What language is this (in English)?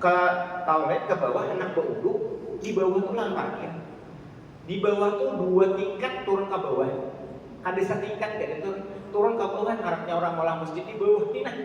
Banjar